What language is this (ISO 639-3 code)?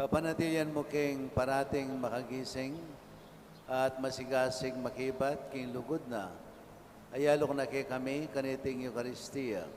pam